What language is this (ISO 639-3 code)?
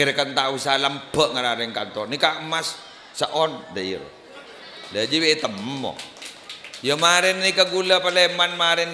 mad